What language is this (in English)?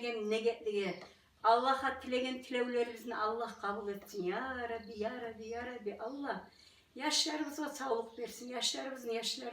Kumyk